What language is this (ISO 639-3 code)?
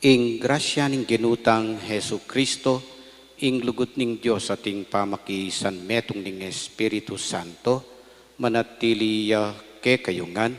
pam